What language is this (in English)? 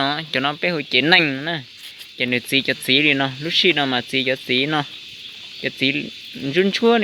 Hmong